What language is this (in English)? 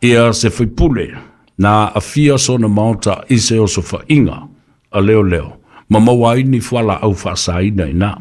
Samoan